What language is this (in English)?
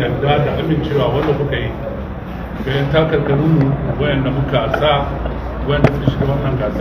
Hausa